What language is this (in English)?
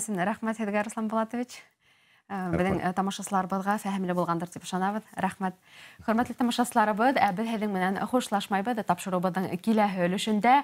Bashkir